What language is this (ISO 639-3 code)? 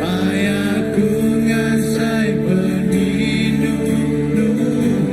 iba